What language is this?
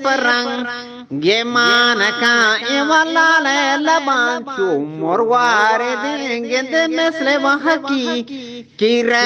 Eastern Balochi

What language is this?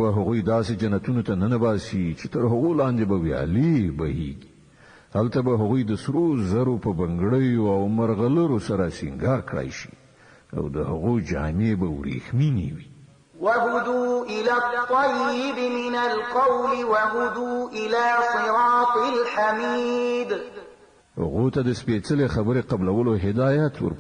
Pashto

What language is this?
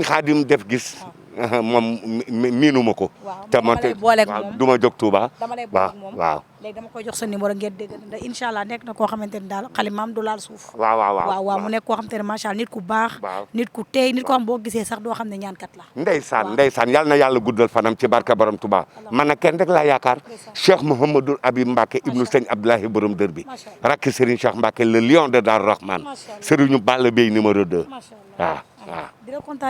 Wolof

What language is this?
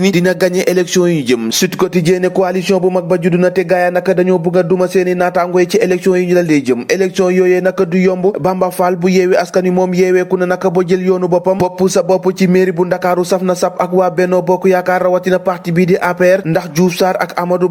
Wolof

